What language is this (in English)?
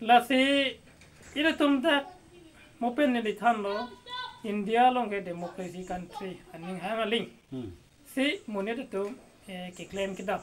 Karbi